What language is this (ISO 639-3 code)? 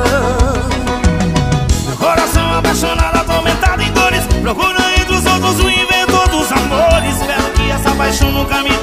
por